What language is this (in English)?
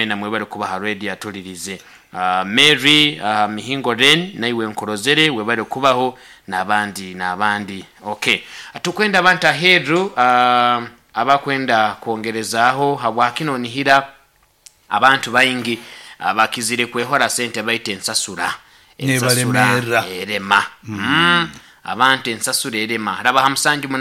Nyoro